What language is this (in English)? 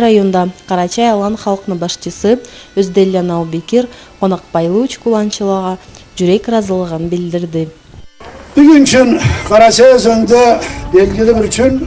Karachay-Balkar